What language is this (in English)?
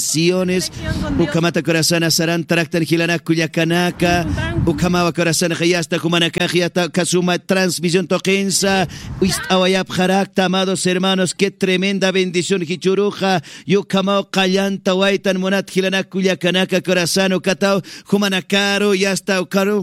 Aymara